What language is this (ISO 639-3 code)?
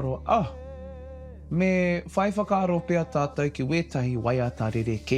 mri